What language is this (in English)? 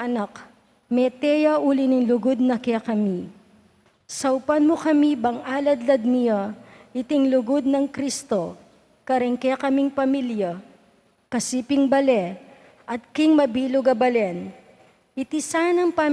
Pampanga